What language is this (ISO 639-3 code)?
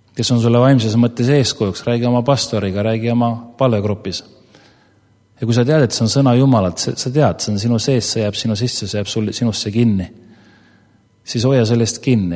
est